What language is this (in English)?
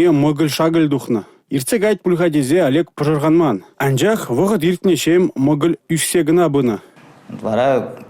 Chuvash